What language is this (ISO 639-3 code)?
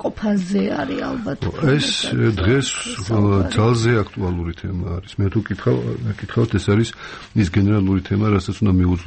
kat